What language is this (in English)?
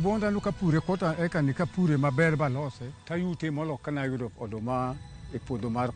Luo (Kenya and Tanzania)